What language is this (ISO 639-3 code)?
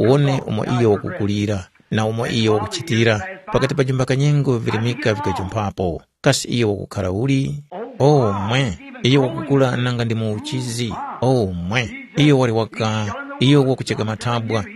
tum